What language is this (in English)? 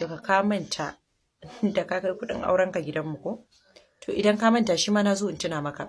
Hausa